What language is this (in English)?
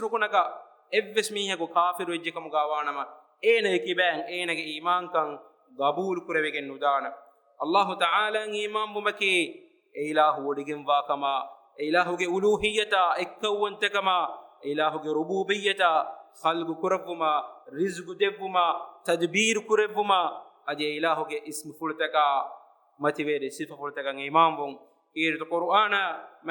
Divehi